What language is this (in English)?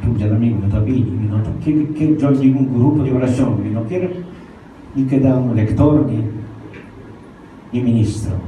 Papiamento